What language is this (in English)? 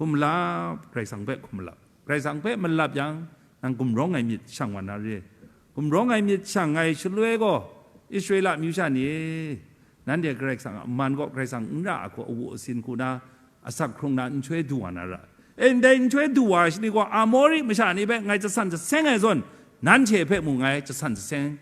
Kachin